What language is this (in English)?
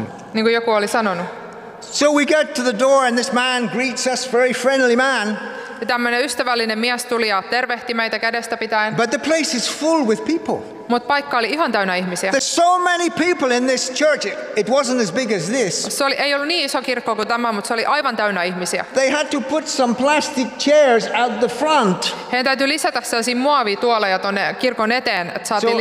Finnish